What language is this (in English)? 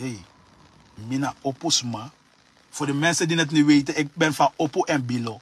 Sranan Tongo